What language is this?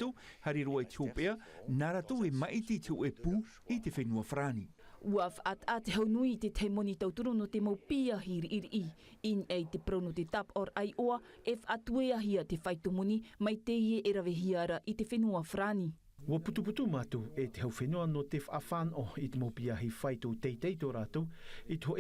Tahitian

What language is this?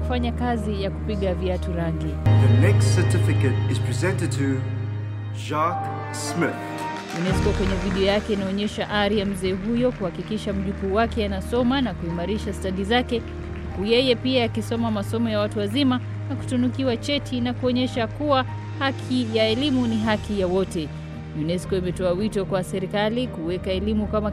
Swahili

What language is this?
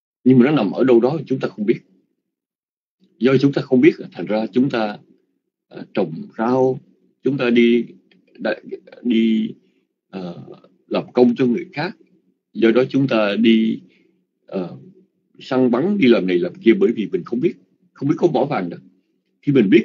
Vietnamese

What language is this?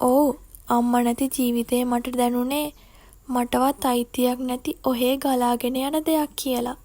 Sinhala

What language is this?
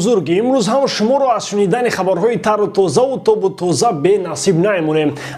Tajik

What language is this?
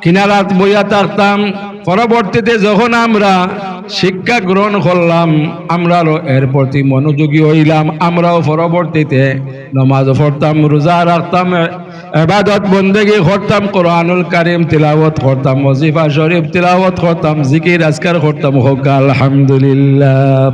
Sylheti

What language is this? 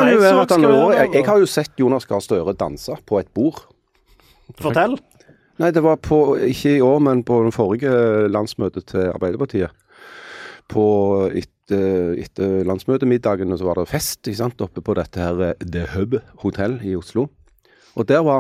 Norwegian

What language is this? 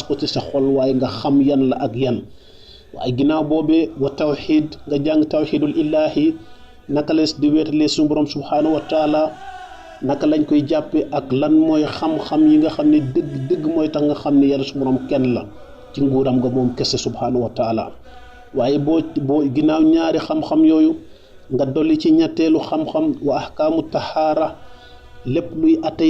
Wolof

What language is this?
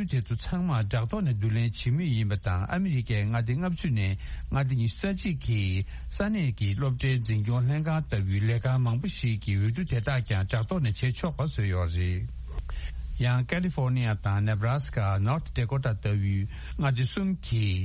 Tibetan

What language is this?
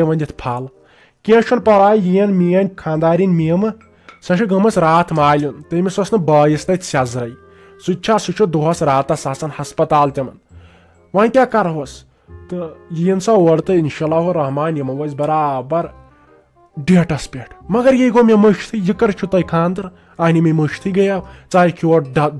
Kashmiri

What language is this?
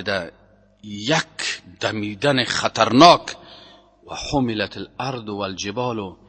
Persian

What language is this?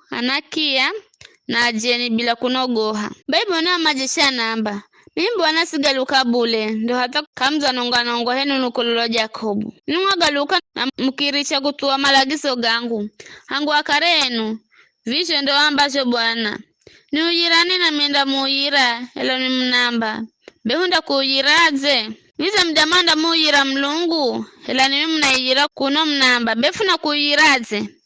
Giryama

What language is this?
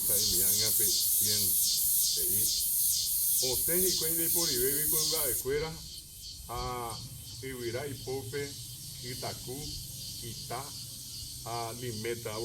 Guarani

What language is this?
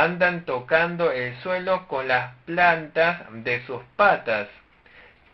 Spanish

